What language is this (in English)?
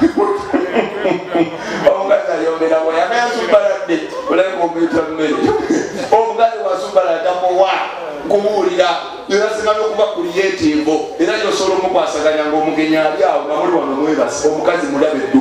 Ganda